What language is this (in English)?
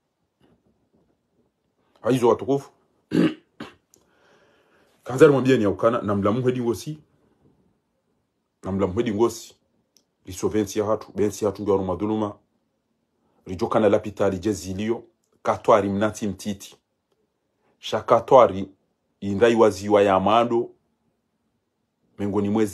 Swahili